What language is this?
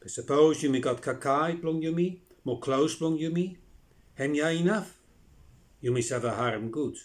Bislama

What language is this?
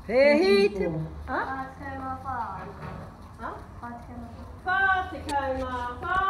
Māori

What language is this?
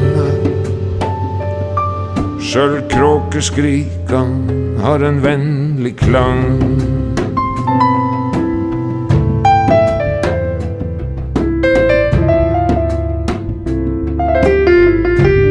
Norwegian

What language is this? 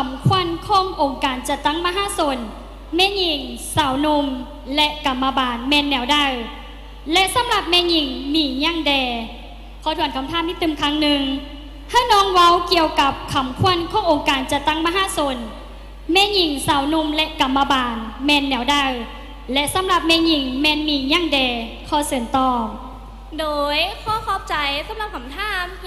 Lao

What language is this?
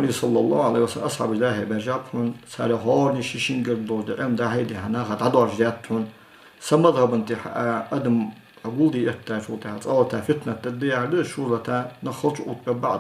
Ingush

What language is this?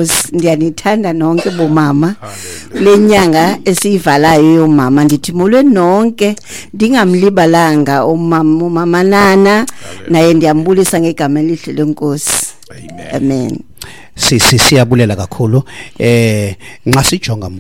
Xhosa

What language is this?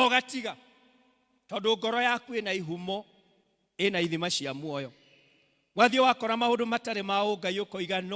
Kikuyu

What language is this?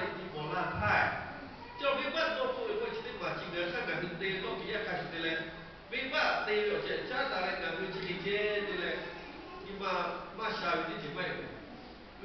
Lahu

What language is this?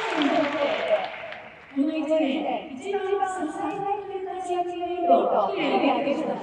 Japanese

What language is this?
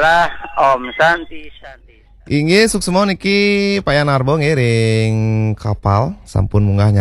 Balinese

